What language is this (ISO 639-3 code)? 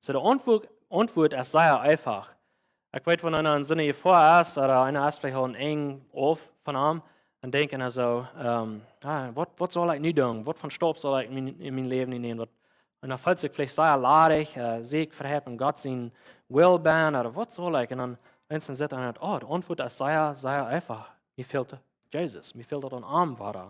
pdt